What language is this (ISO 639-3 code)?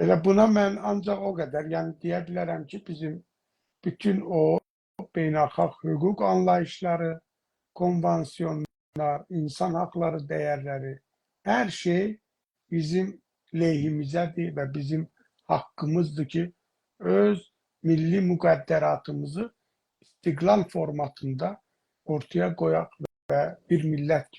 azb